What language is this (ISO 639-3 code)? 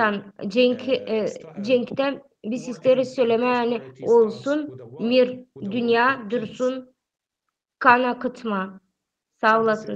gag